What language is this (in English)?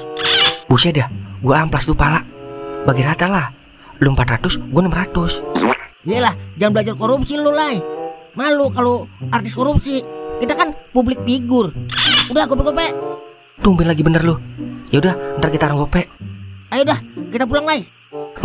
Betawi